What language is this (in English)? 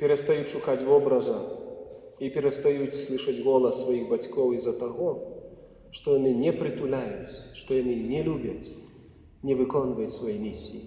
Belarusian